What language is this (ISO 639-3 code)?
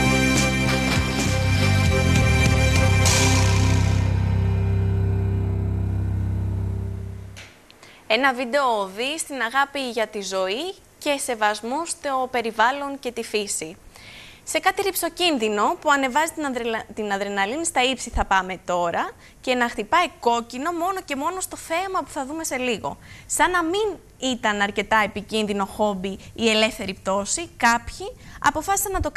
ell